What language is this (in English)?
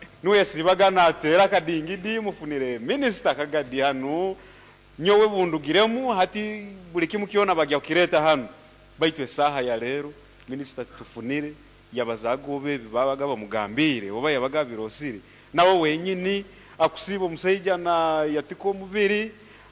Nyoro